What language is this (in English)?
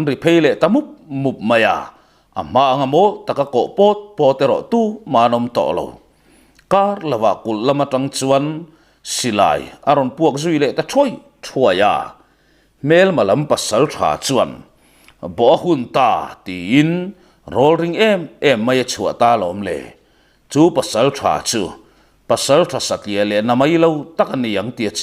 Mizo